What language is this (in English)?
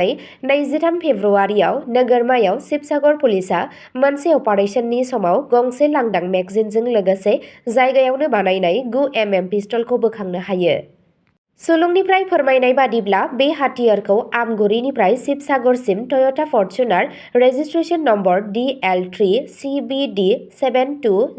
Bodo